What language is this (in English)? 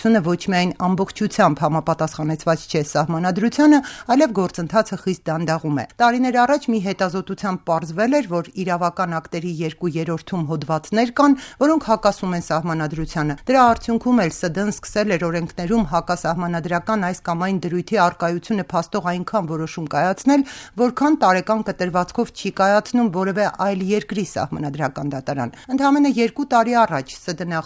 Armenian